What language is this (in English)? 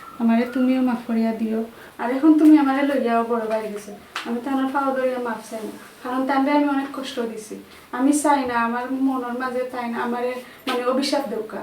Sylheti